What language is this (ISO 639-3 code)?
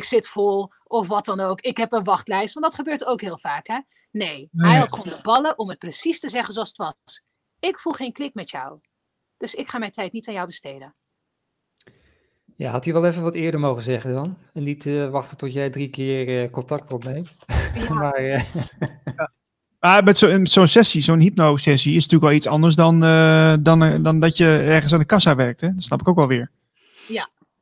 nld